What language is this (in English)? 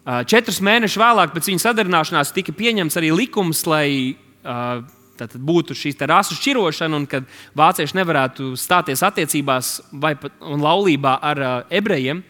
Latvian